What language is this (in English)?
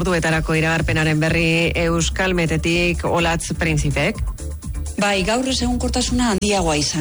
Basque